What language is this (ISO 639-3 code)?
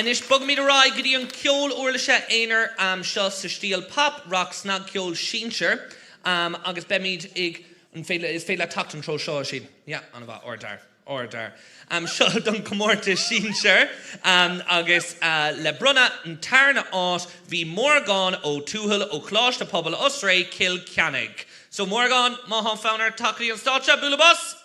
gle